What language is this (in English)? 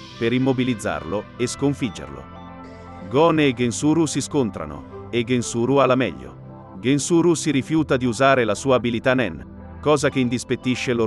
Italian